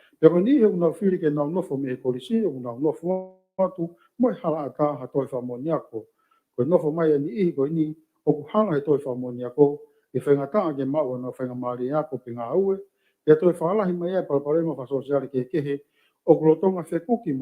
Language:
Tongan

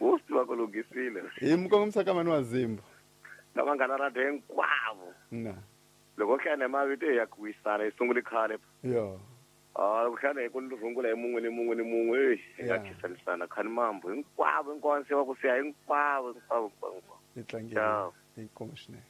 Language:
Tsonga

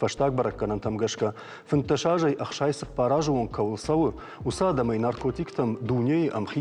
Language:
Ossetic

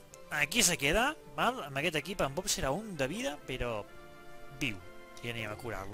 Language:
Catalan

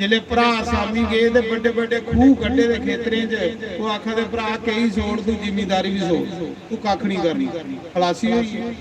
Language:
Dogri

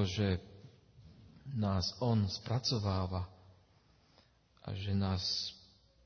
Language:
Slovak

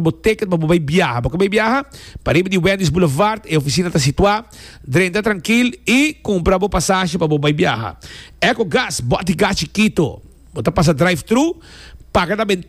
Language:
Papiamento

